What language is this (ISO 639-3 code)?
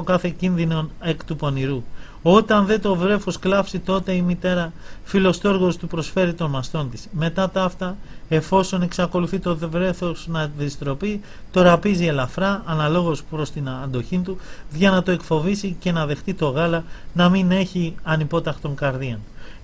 ell